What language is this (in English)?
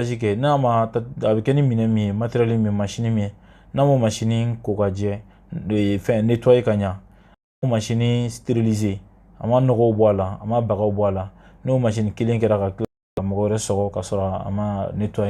Bambara